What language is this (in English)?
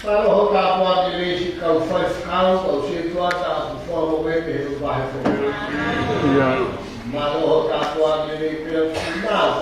Tongan